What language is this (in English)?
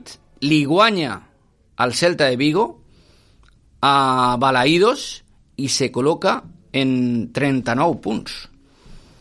Catalan